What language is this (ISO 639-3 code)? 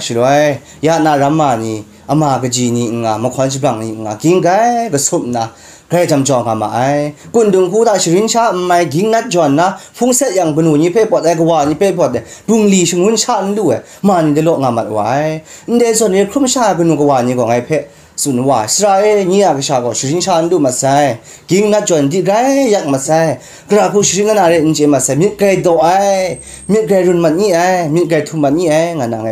kac